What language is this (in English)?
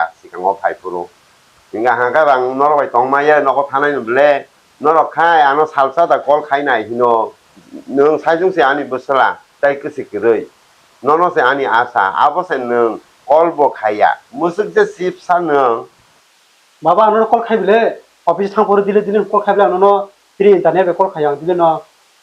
Kok Borok